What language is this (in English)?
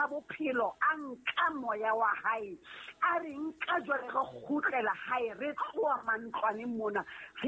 Southern Sotho